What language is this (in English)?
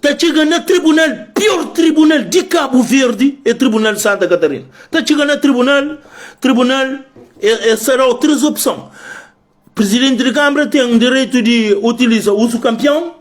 Kabuverdianu